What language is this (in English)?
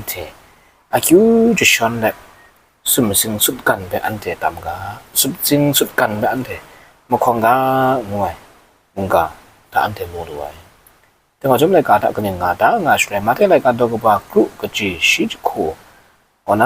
Kachin